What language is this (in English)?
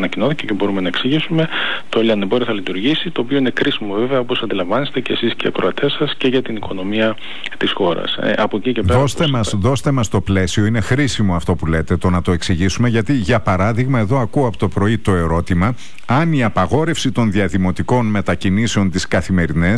Greek